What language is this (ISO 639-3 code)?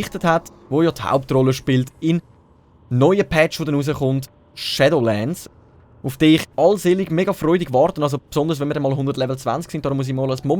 gsw